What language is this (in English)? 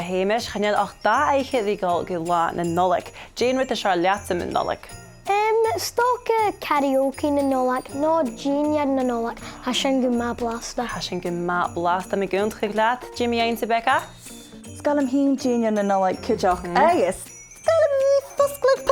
Scottish Gaelic